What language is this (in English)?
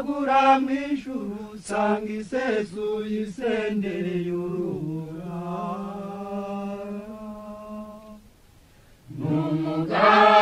Kinyarwanda